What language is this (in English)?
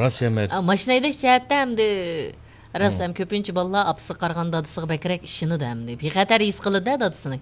Uyghur